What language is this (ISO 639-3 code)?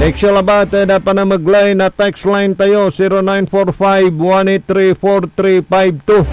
pag